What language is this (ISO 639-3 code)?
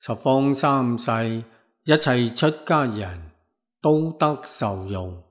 yue